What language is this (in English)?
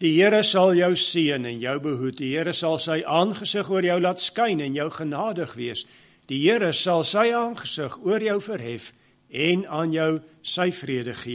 Afrikaans